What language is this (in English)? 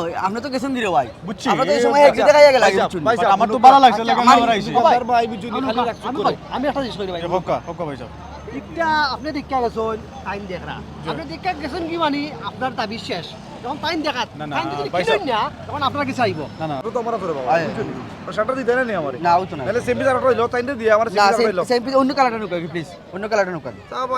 Sylheti